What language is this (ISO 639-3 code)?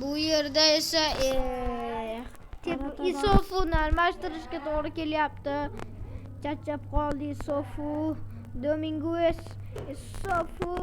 uzb